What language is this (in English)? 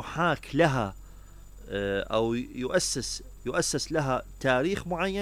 Mesopotamian Arabic